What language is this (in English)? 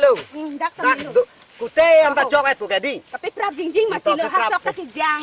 Karbi